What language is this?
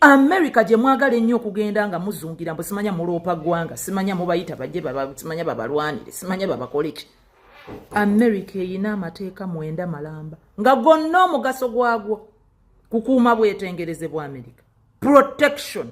Ganda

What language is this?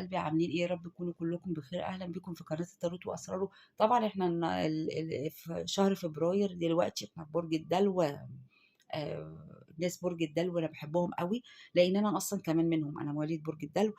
Egyptian Arabic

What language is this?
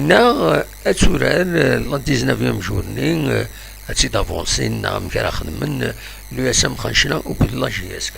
Kabyle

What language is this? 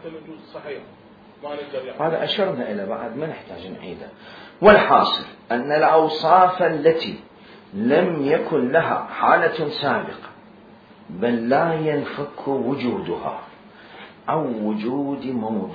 Mesopotamian Arabic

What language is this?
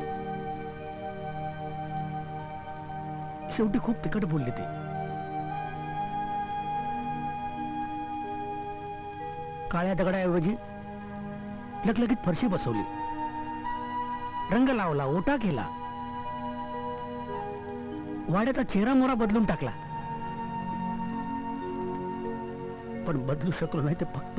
Marathi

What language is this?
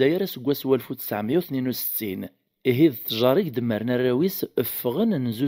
Kabyle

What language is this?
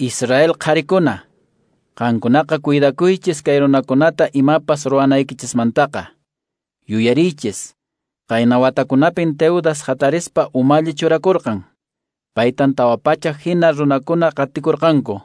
Quechua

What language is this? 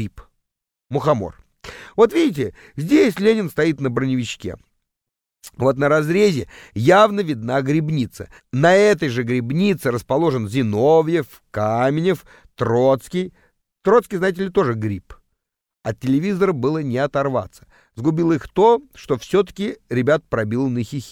Russian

